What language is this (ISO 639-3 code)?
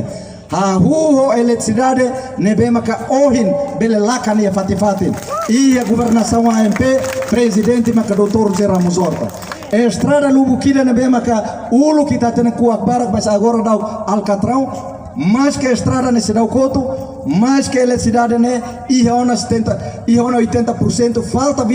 tet